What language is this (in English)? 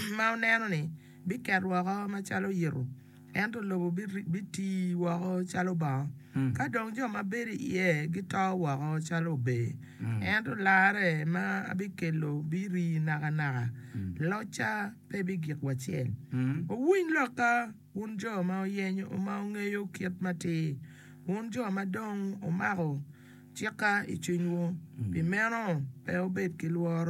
Acoli